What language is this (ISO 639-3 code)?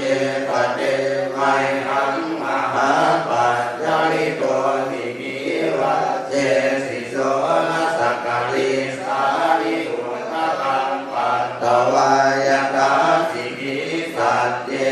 pli